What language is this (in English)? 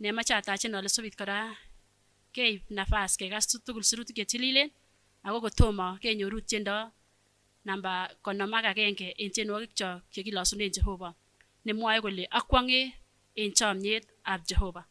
Kipsigis